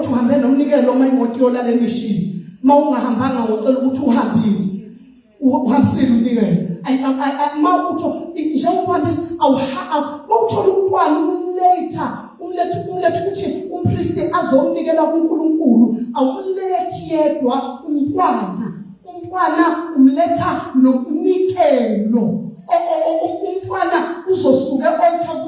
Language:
Zulu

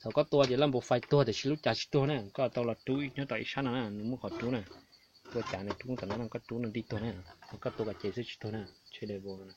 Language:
Hmong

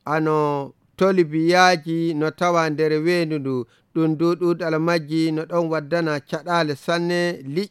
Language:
Nigerian Fulfulde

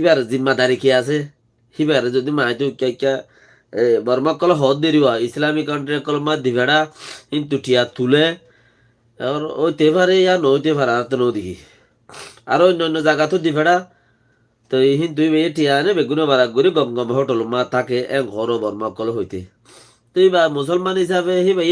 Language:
Rohingya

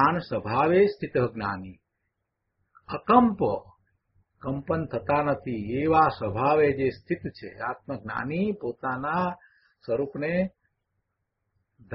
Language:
Gujarati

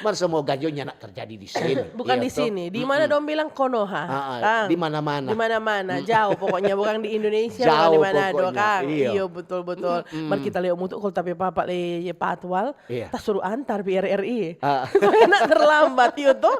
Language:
Manado Malay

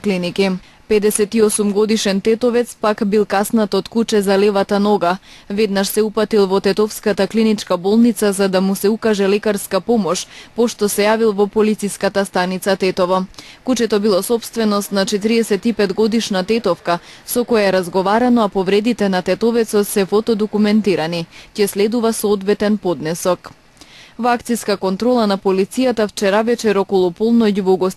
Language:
Macedonian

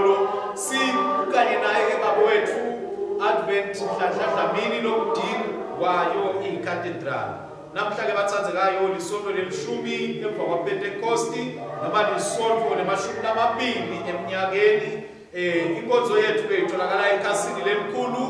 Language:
Swati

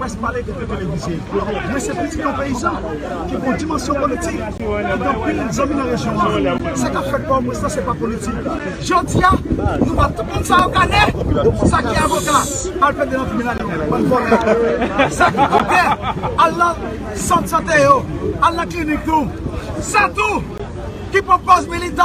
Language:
Haitian Creole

